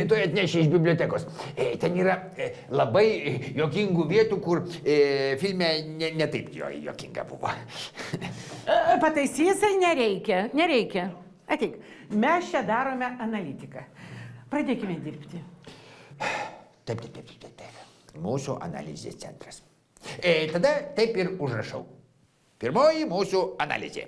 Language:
Lithuanian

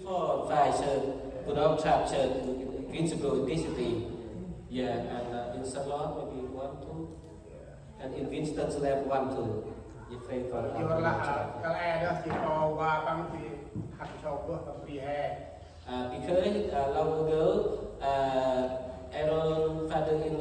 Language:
Central Mnong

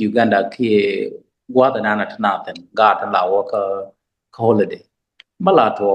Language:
Nuer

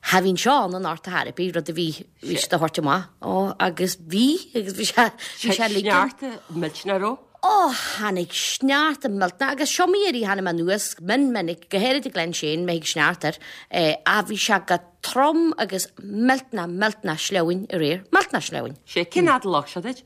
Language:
Irish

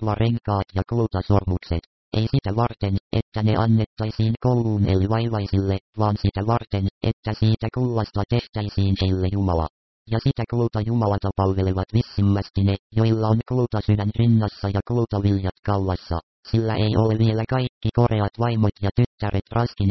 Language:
Finnish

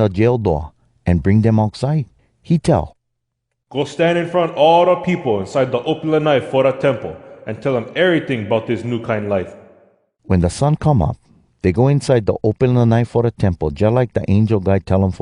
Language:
Hawai'i Creole English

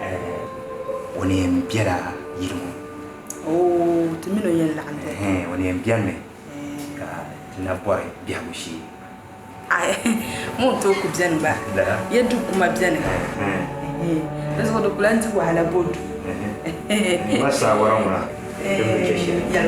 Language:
Dagbani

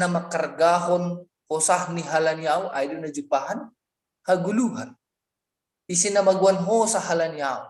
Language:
Batak Simalungun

